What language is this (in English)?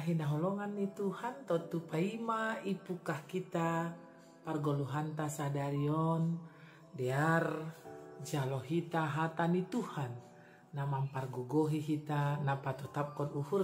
Batak Simalungun